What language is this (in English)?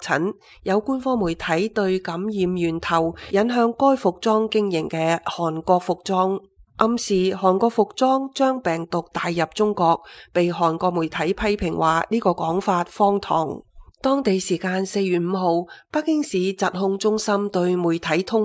Cantonese